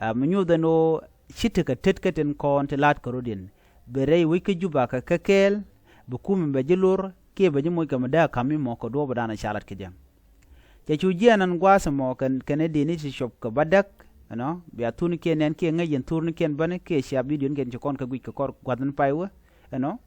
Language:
Nuer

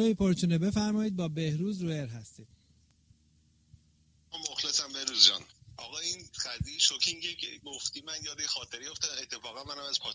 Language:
Persian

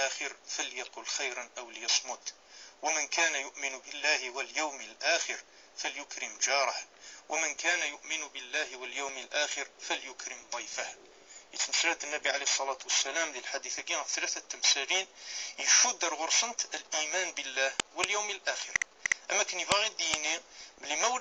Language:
Kabyle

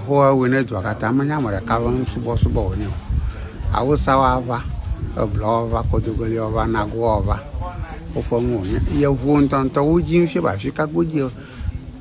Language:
Ewe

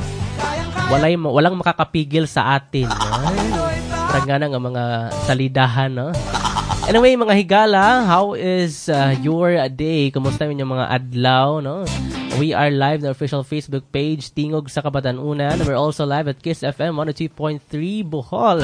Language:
Cebuano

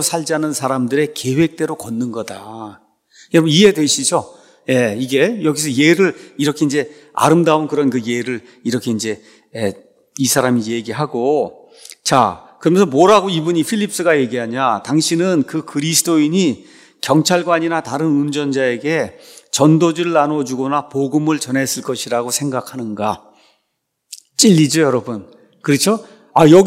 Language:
Korean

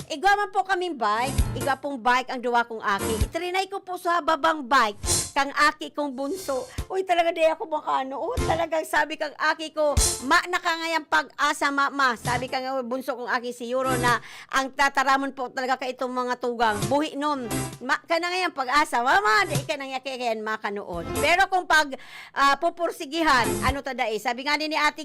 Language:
Bikol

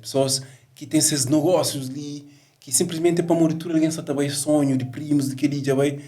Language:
Kabuverdianu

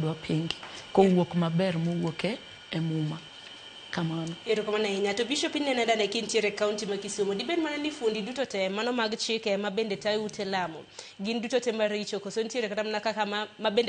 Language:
Luo (Kenya and Tanzania)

